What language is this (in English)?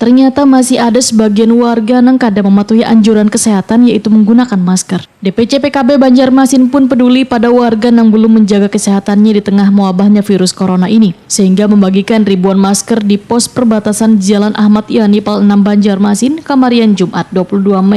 Banjar